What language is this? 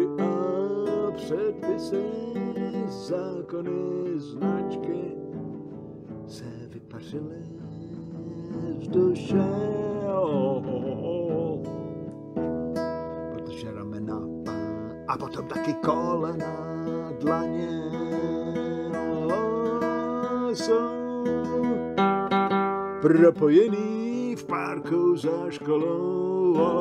Czech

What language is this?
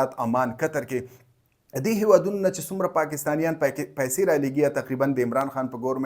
Pashto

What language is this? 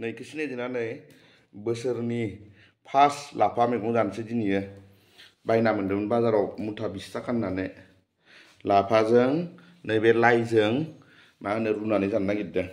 Bodo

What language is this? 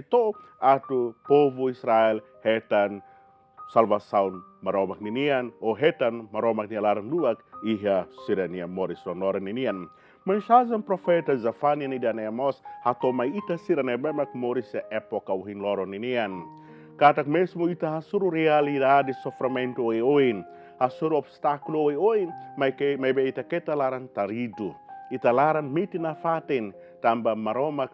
Tetum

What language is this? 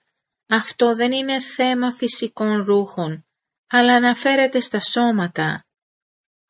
Greek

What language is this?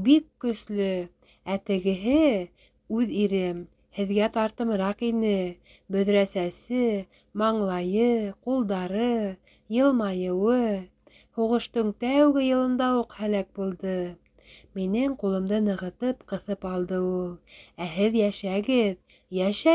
Bashkir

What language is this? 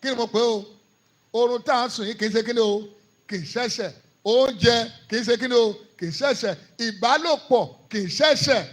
Yoruba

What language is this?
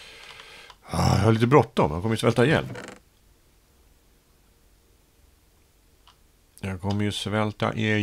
Swedish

